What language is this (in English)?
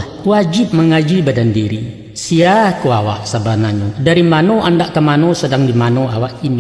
Minangkabau